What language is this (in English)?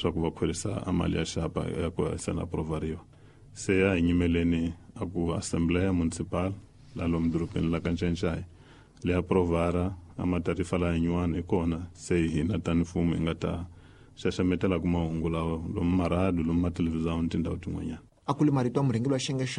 Tsonga